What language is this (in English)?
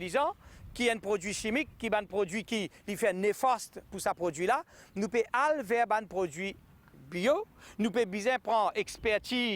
Morisyen